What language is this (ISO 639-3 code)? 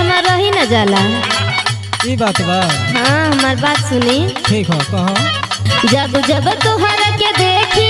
bho